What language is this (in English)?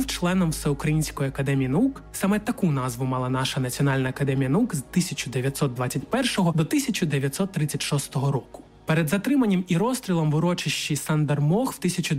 Ukrainian